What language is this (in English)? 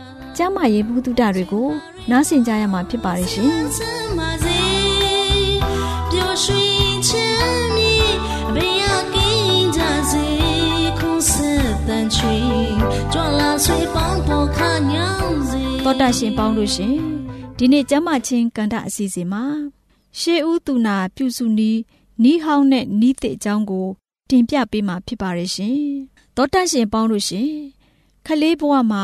Burmese